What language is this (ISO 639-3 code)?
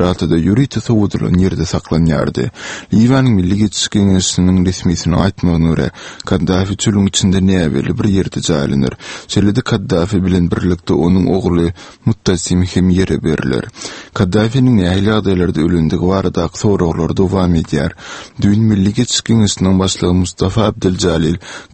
tuk